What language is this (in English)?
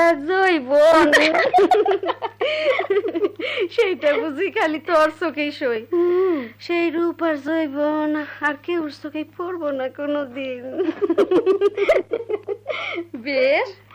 Bangla